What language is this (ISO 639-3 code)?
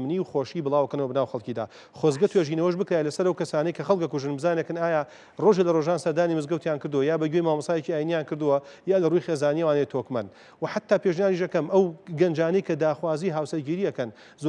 ckb